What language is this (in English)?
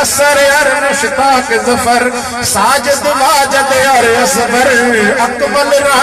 Haryanvi